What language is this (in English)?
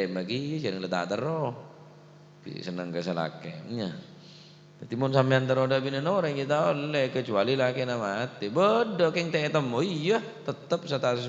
Madurese